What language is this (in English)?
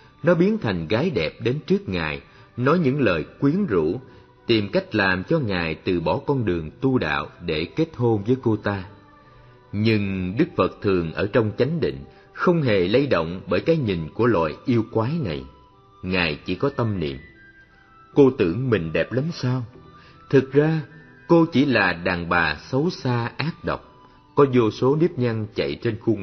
Vietnamese